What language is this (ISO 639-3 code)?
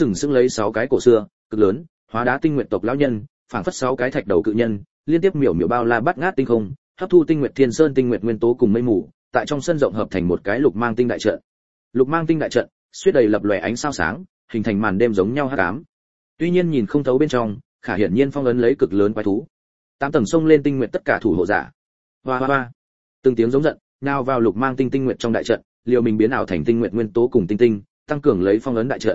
vie